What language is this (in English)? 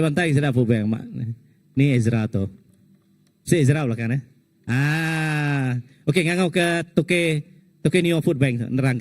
Iban